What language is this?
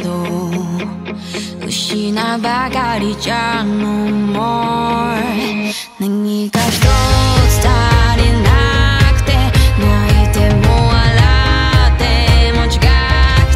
Japanese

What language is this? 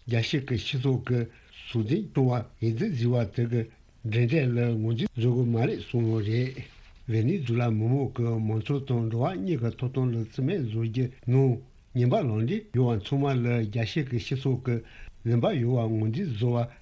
Tibetan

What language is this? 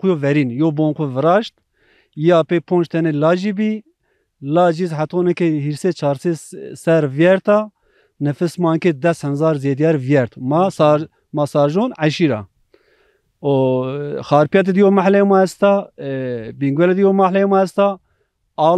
Zaza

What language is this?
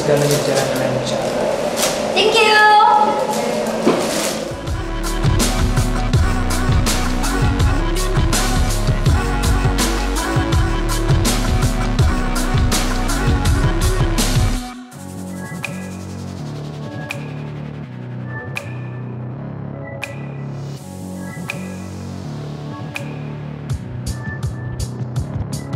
Malay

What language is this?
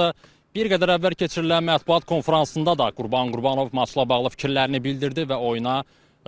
Azerbaijani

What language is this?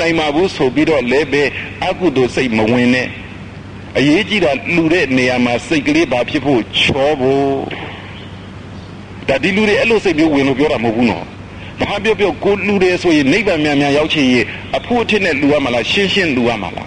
Burmese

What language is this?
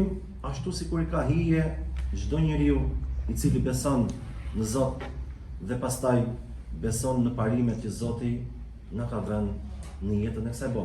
Albanian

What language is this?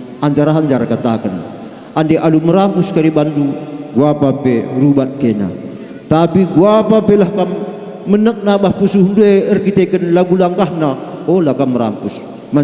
Batak Karo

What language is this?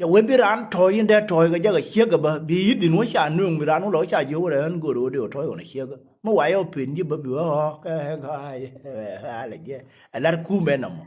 Nuer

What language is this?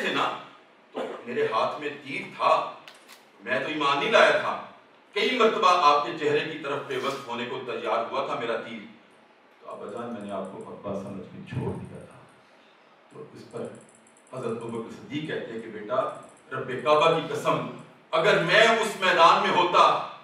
Urdu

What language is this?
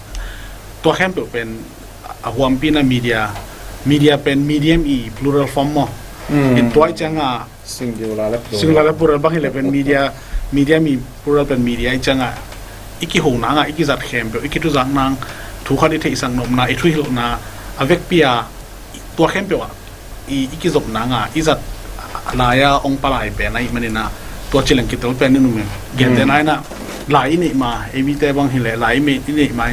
Tedim Chin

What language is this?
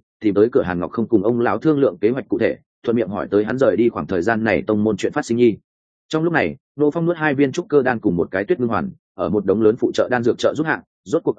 Vietnamese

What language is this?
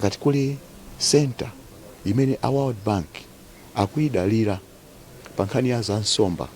Nyanja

